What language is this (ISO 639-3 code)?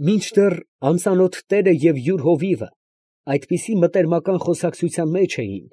hye